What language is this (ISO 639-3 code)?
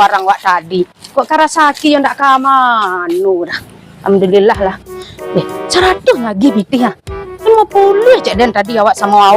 min